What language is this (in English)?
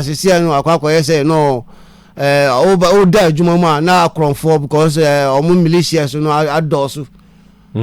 Akan